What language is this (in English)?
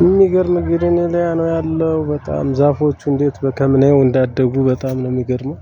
Amharic